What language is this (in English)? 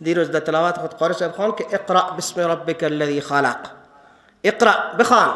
Persian